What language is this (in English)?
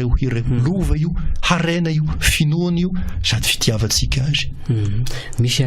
Malagasy